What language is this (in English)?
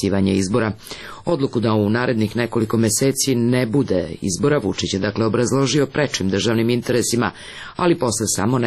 Serbian